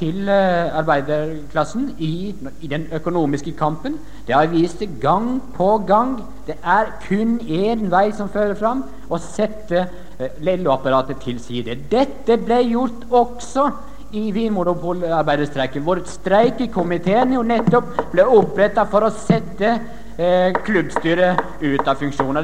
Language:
Norwegian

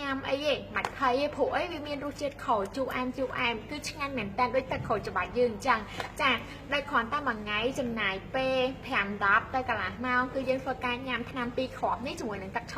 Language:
Khmer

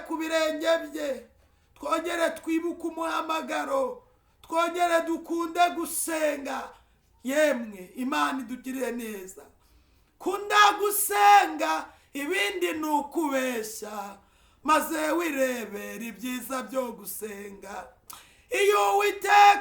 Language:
Kinyarwanda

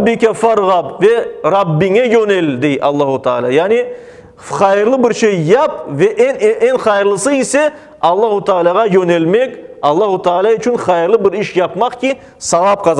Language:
Crimean Tatar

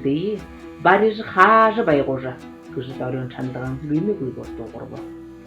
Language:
Buriat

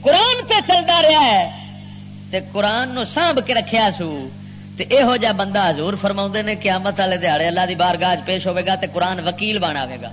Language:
Western Panjabi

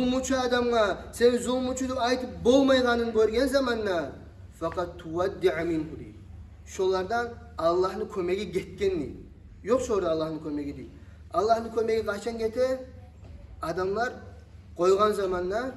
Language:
Kumyk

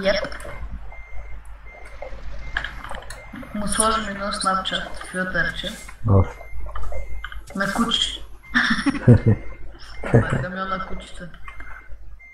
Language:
Bulgarian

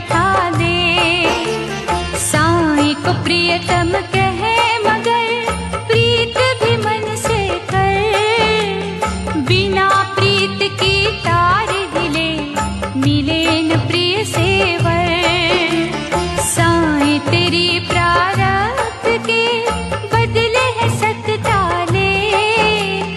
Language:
Hindi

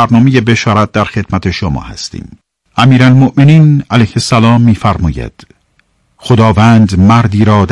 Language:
Persian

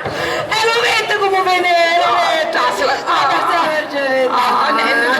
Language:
Sicilian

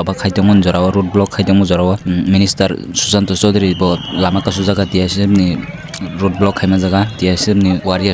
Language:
Kok Borok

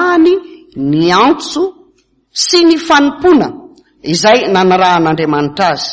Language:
Malagasy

